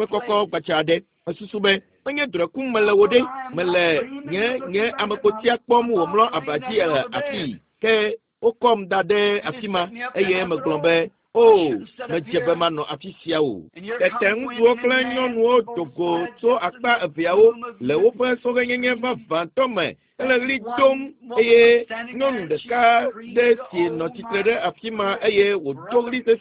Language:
Ewe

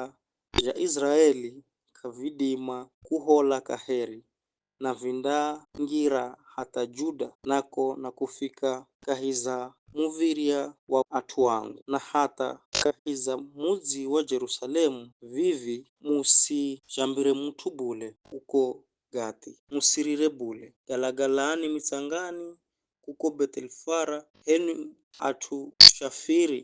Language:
Giryama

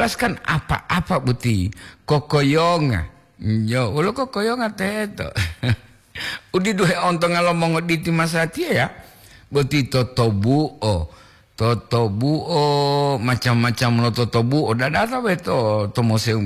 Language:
Gorontalo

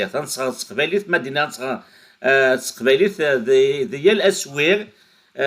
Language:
Kabyle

